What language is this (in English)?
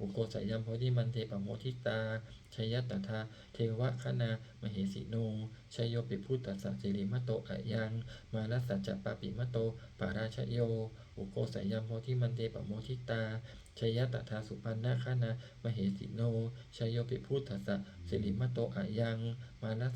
Pali